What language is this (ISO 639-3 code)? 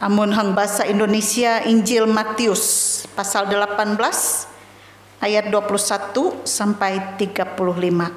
nij